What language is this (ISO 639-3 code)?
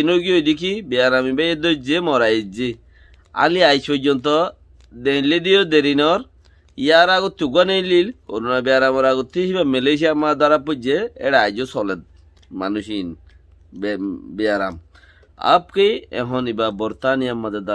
rhg